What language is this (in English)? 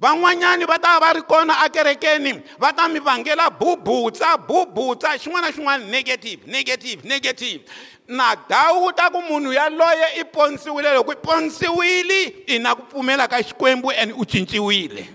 Tsonga